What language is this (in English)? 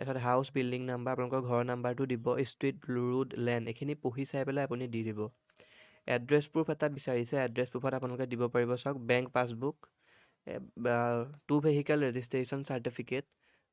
Assamese